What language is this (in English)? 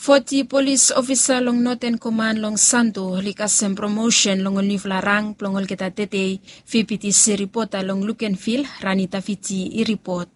Bislama